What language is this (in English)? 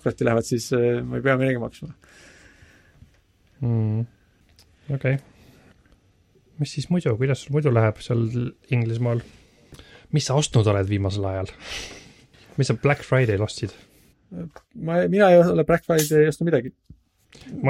Estonian